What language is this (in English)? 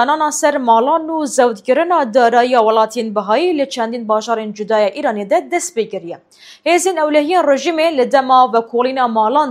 Kurdish